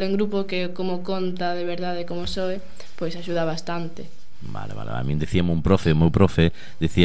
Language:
Galician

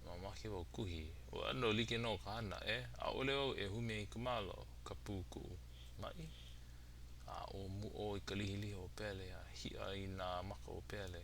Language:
Hawaiian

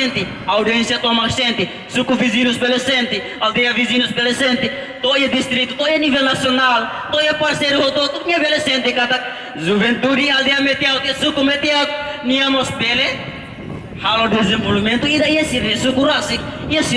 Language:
Tetum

